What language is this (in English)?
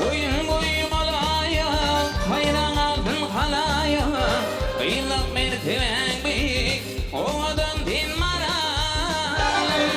Turkmen